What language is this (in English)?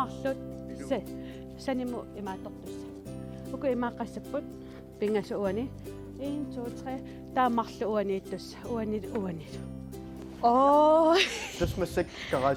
Kalaallisut